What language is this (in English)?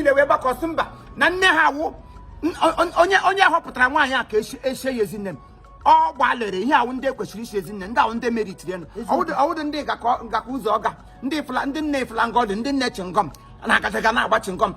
Igbo